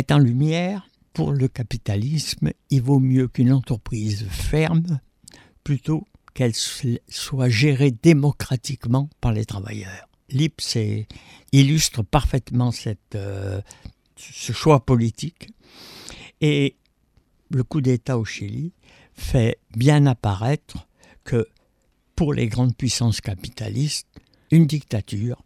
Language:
French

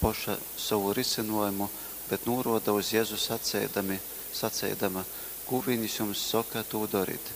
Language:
Latgalian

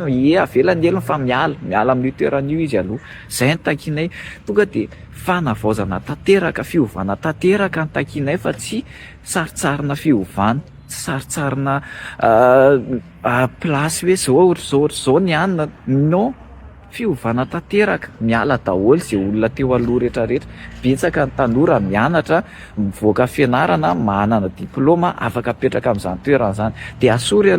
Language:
Malagasy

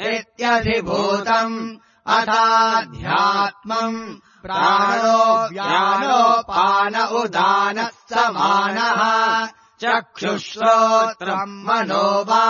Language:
Sanskrit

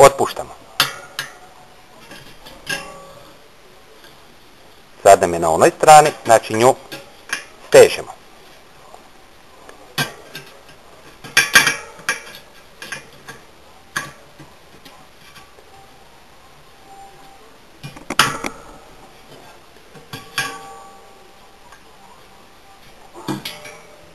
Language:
Croatian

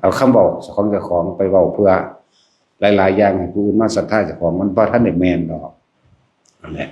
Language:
Lao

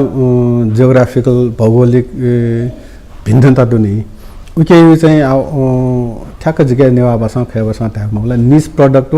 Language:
Newari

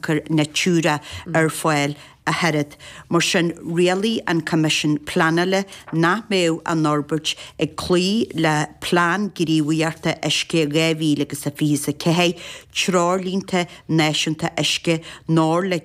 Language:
Irish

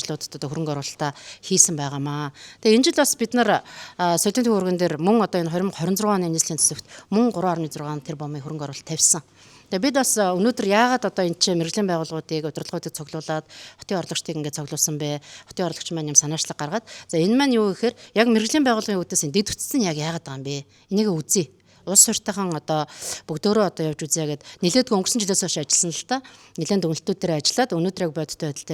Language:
Mongolian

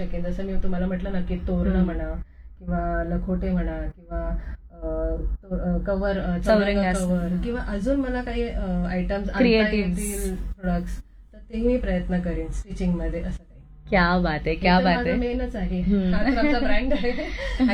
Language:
Marathi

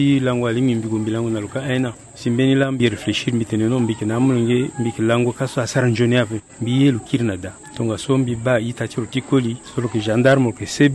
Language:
Sango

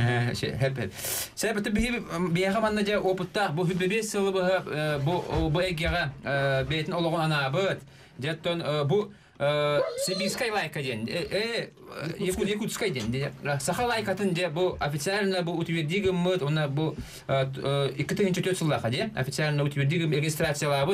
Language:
Yakut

